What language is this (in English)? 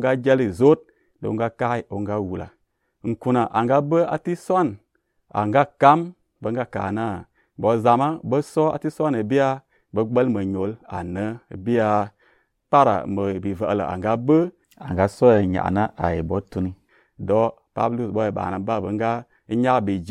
Azerbaijani